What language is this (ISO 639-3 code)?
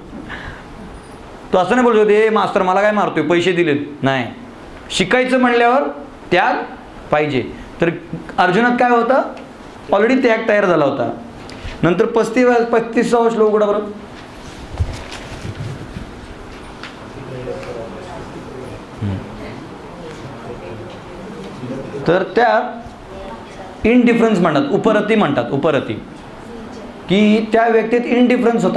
mar